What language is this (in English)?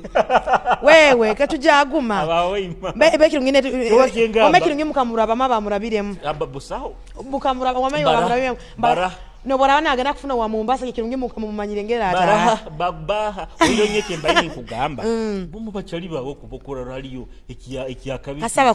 Nyoro